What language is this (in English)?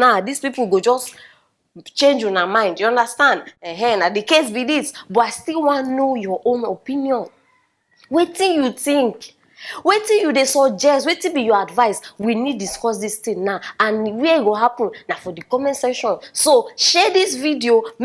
Nigerian Pidgin